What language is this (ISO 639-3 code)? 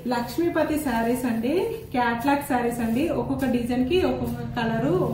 tel